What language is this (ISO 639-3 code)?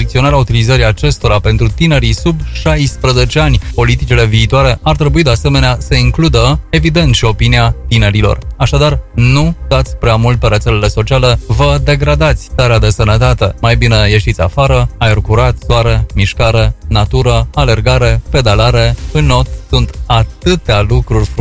ron